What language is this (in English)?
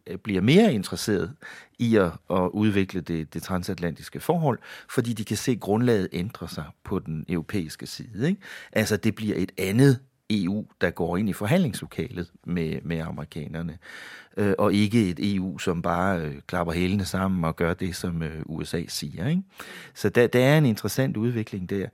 Danish